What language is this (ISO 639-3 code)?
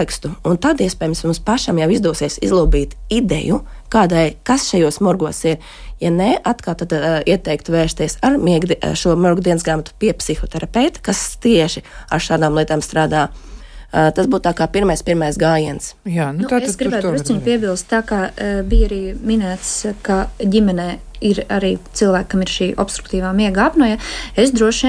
lav